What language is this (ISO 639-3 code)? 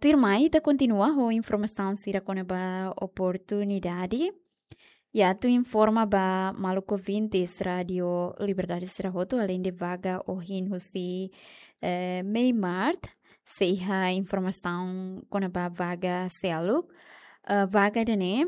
tet